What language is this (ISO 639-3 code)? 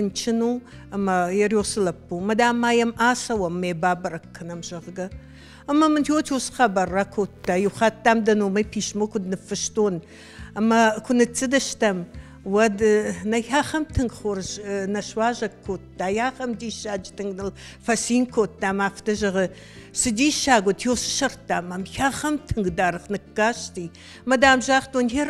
oss